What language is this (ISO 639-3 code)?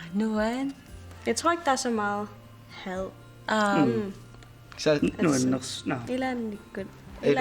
kal